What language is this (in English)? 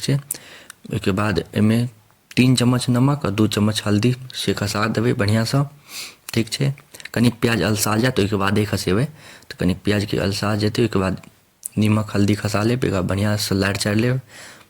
Maithili